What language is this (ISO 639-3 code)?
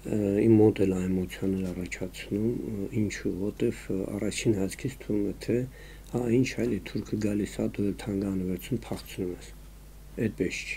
hye